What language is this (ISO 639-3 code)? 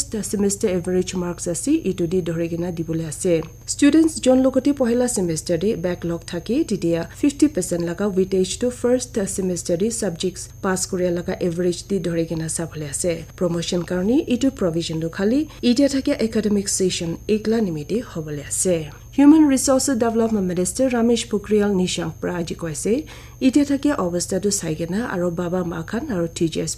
nag